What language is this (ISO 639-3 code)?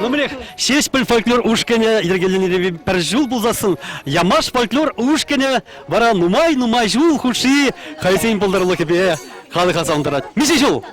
chv